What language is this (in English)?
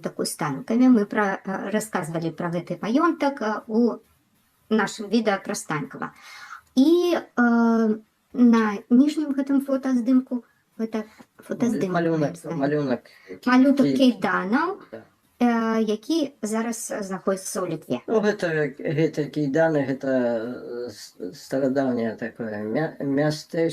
Belarusian